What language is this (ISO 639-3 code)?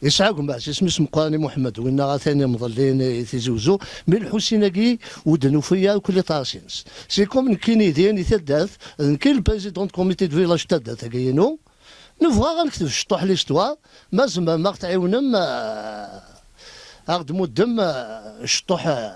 kab